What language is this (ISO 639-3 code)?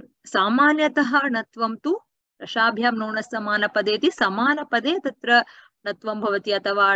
san